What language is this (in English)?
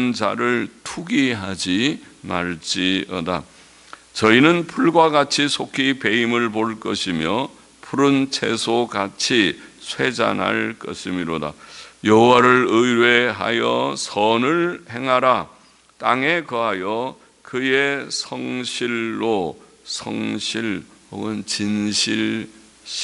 Korean